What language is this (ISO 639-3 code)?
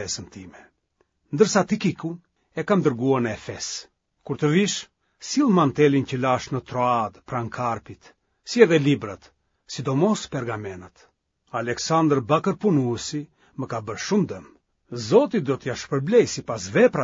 sqi